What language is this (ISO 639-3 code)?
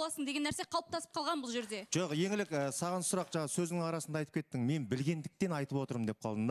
kaz